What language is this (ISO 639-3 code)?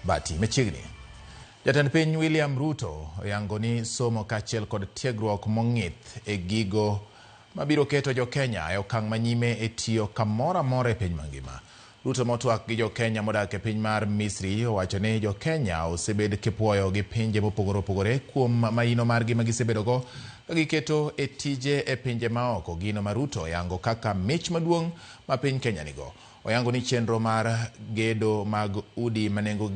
luo